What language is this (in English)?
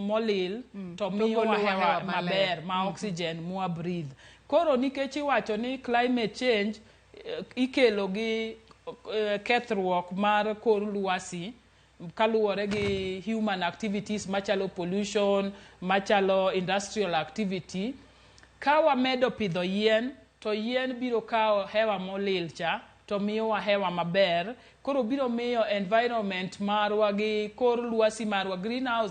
Luo (Kenya and Tanzania)